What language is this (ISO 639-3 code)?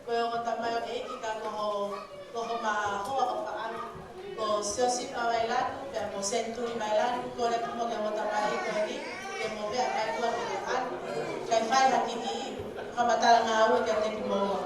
ton